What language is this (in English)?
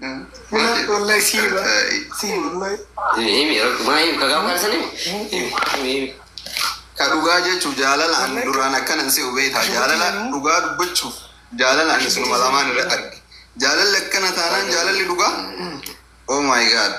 Oromo